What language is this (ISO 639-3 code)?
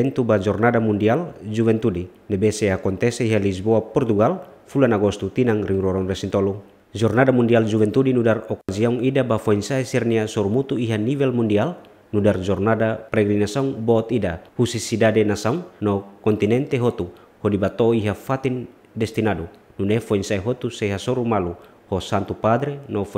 tet